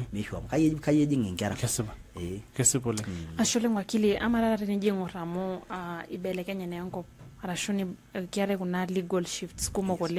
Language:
Masai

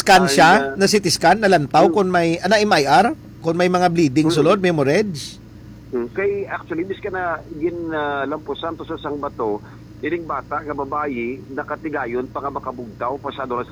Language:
Hiligaynon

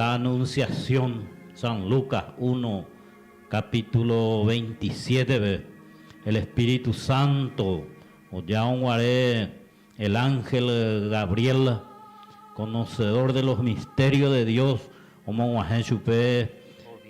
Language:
Guarani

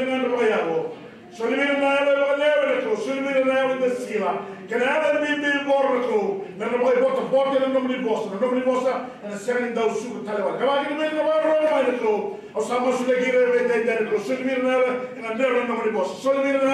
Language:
Fijian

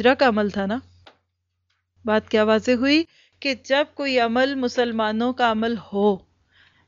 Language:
Urdu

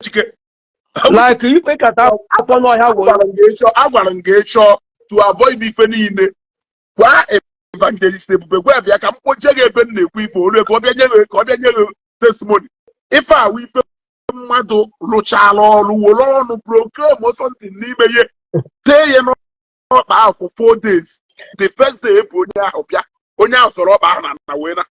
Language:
Igbo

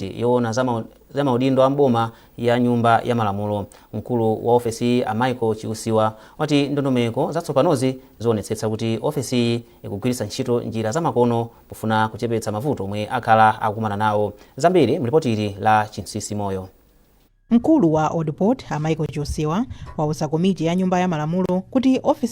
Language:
Nyanja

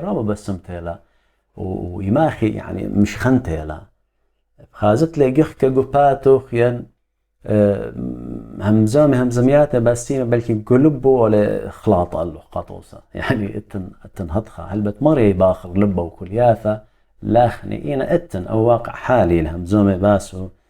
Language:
Assyrian Neo-Aramaic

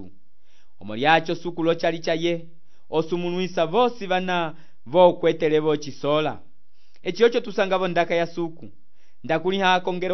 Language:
Umbundu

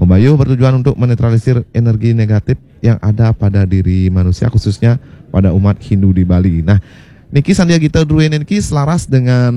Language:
Balinese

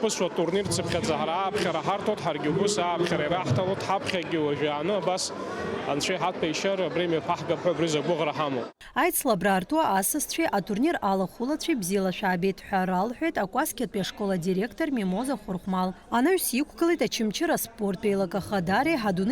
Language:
Abkhazian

